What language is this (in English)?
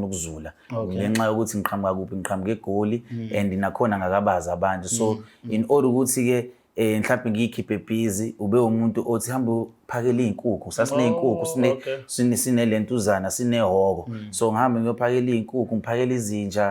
Zulu